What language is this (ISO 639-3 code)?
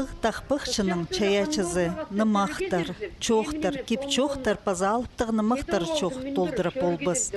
kjh